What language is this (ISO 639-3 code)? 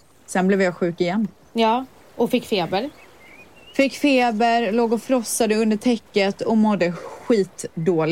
swe